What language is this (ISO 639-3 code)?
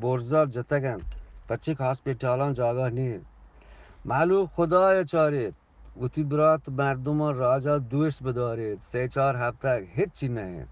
bgp